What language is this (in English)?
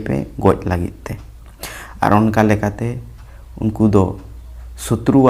Santali